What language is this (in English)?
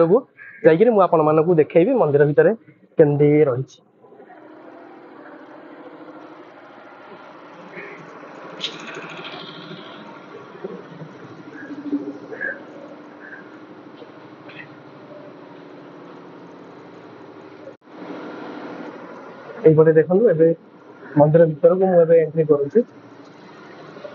Odia